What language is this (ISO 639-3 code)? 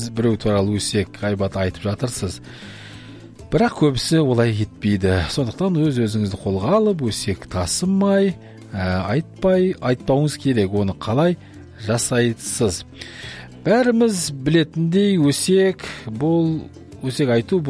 kaz